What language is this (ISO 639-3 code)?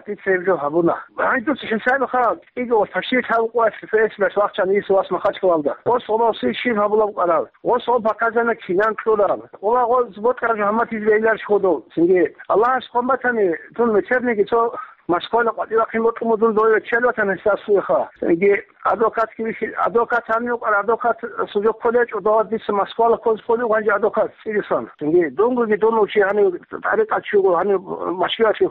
ava